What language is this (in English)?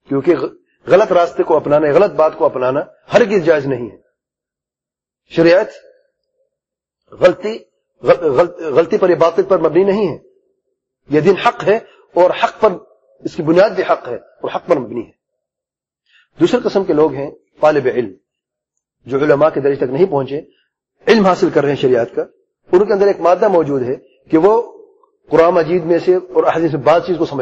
Urdu